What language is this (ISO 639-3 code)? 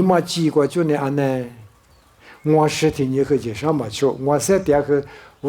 lis